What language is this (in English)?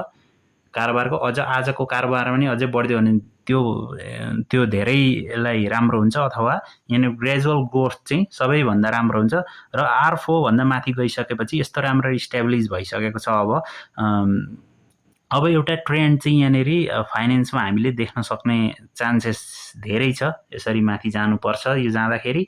Nepali